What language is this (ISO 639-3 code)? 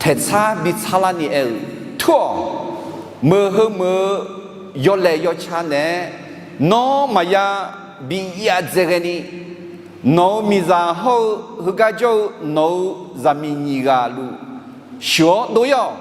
ahk